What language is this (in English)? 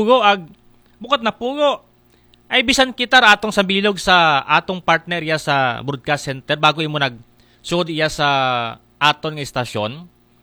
Aklanon